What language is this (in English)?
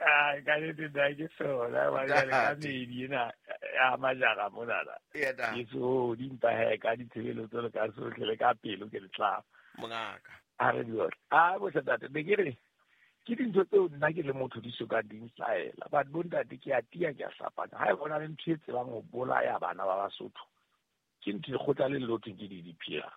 Southern Sotho